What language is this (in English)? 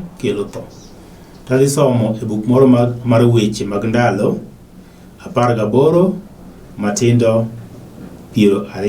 Luo (Kenya and Tanzania)